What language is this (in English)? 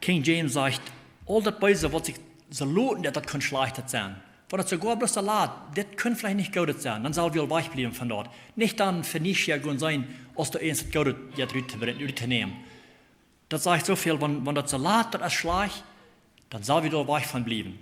Plautdietsch